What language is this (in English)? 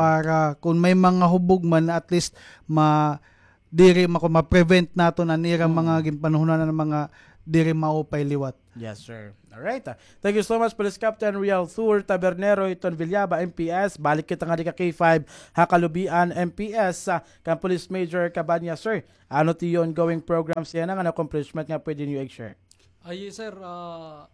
Waray